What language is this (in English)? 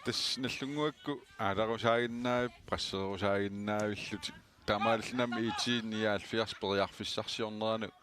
Kalaallisut